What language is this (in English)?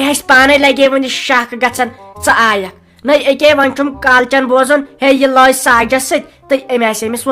Kashmiri